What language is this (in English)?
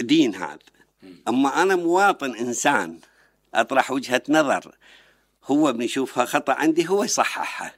Mesopotamian Arabic